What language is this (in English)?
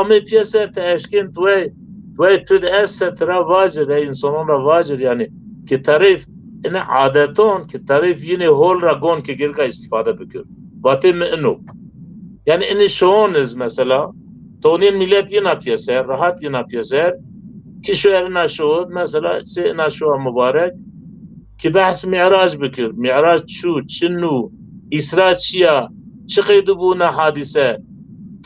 Zaza